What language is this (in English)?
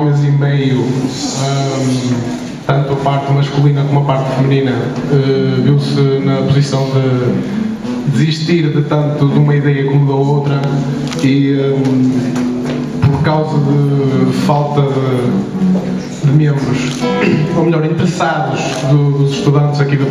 Portuguese